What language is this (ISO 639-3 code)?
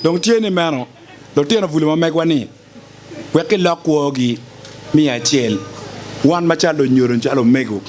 ach